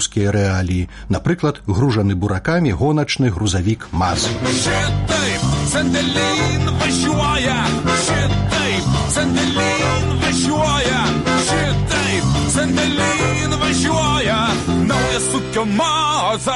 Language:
Belarusian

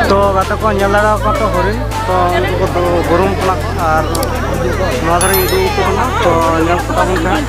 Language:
Santali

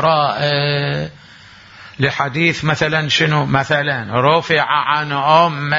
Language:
Mesopotamian Arabic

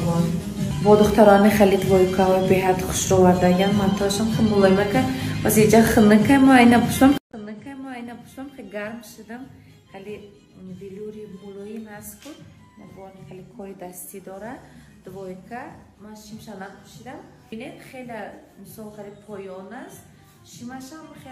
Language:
Tajik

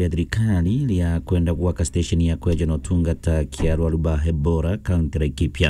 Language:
Meru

